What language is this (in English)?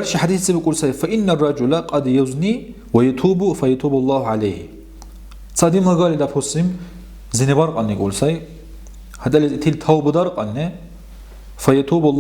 Dargwa